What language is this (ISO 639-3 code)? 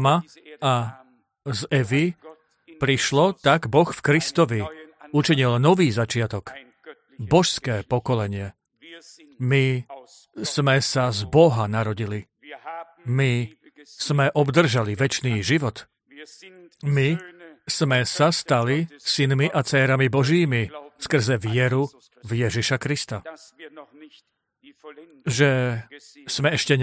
slk